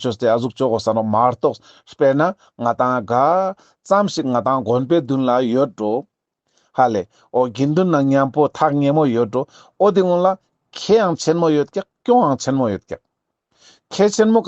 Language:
Ladakhi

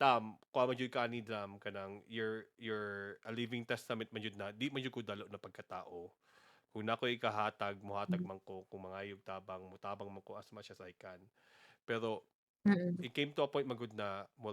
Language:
Cebuano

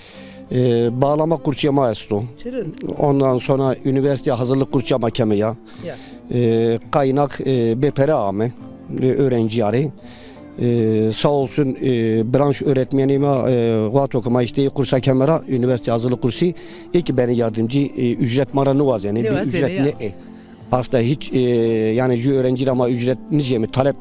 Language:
Zaza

